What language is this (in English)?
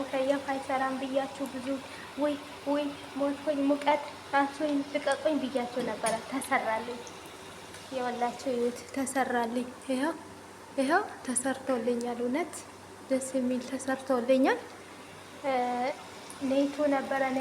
Amharic